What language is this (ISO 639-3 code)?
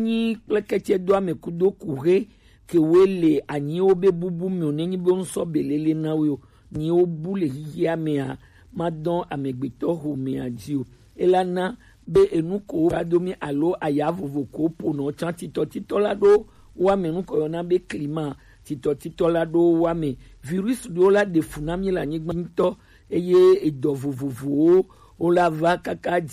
gej